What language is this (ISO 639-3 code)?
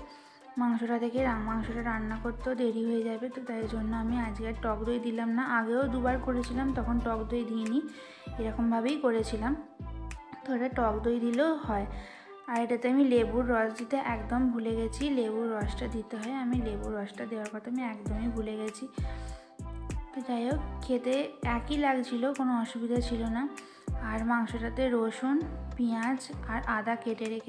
ben